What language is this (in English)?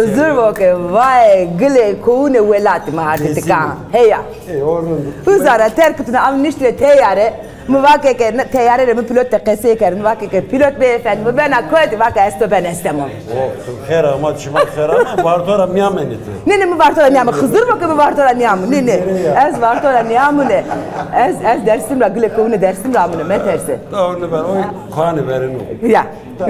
Zaza